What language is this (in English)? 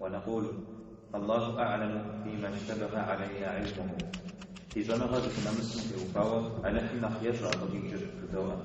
Kabardian